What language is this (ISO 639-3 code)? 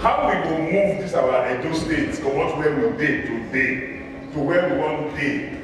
pcm